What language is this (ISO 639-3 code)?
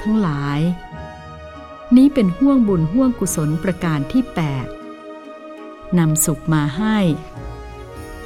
tha